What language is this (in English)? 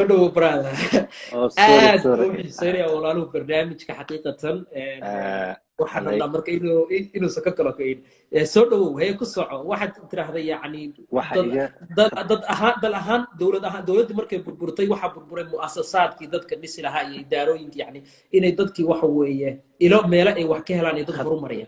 Somali